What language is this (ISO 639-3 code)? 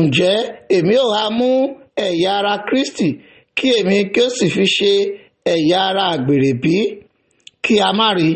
yor